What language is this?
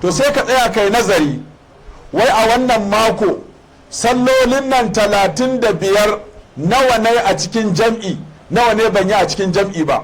Hausa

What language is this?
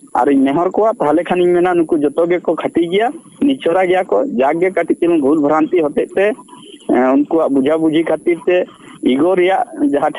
Santali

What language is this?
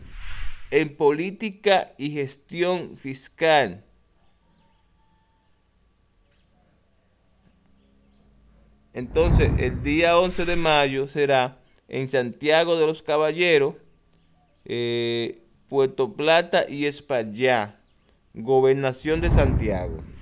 Spanish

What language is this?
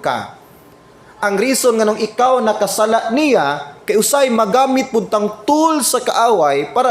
Cebuano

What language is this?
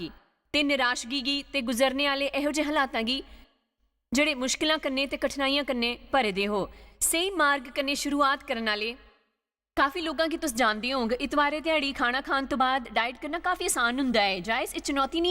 Dogri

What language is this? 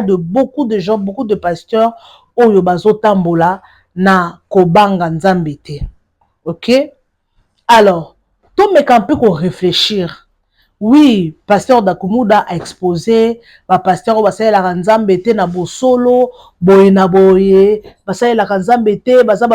Lingala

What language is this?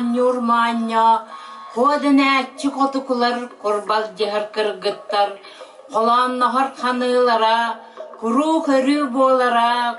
Yakut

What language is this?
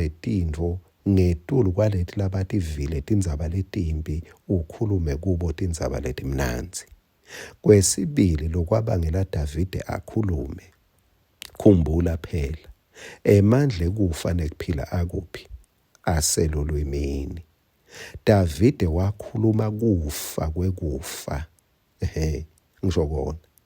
Swati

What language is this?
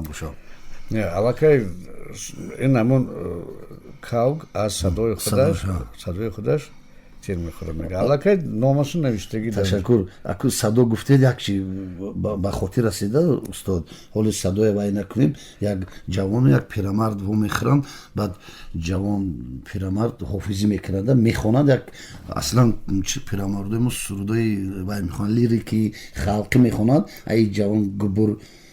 Tajik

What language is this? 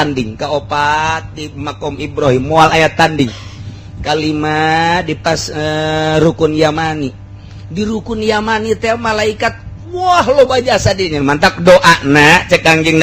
Sundanese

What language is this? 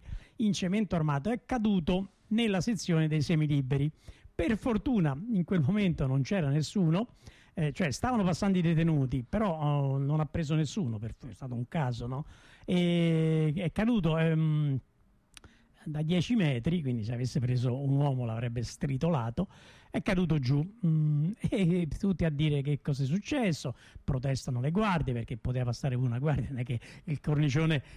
Italian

